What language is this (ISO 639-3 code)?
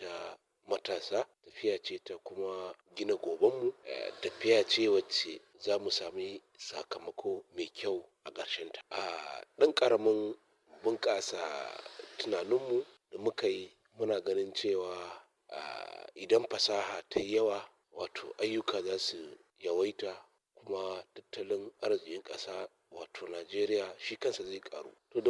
hau